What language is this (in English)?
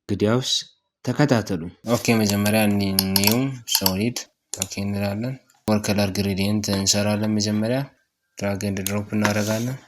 Amharic